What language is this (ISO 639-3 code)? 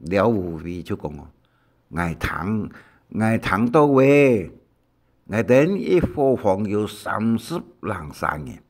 hak